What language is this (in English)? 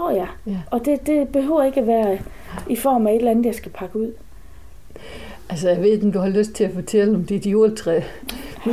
Danish